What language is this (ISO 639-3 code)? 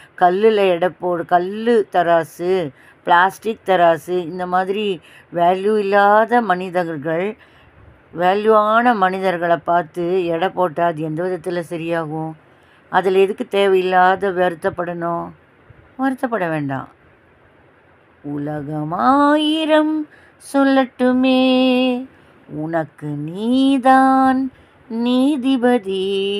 tam